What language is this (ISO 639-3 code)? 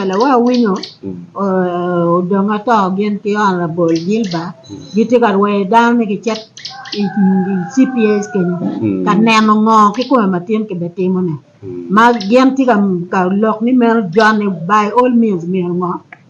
ach